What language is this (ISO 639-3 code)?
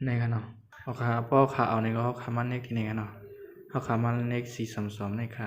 shn